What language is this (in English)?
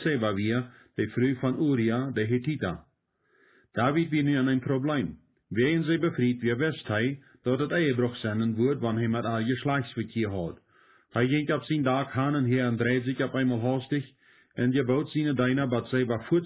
Plautdietsch